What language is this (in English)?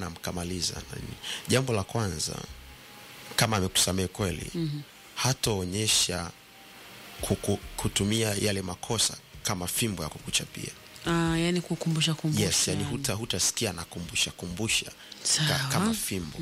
Swahili